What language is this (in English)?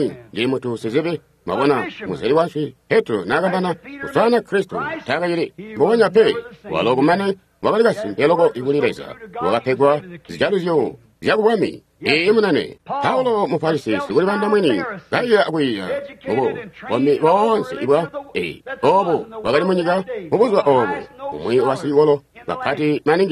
Tonga (Zambia)